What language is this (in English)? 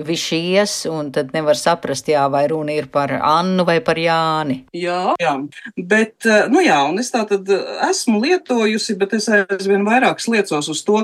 Latvian